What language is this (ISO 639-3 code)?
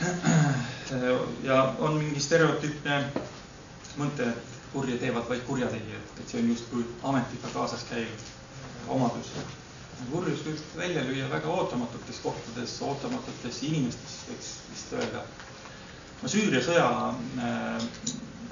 est